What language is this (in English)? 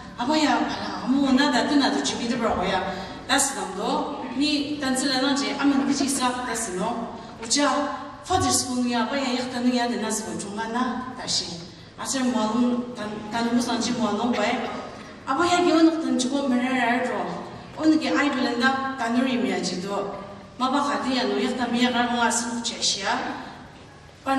Ao Naga